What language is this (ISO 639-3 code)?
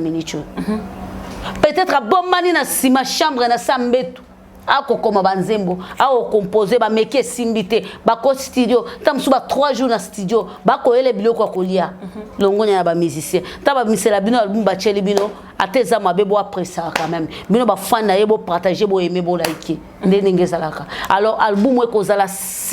lin